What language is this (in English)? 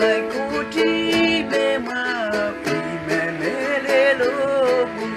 Pohnpeian